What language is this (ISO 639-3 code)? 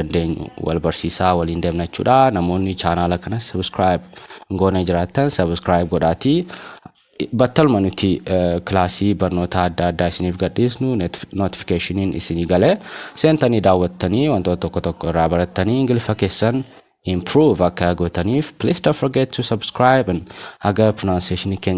orm